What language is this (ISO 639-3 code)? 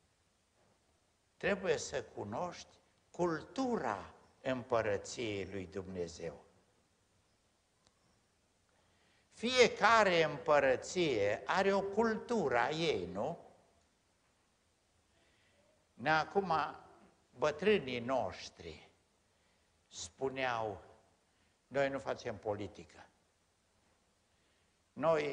ron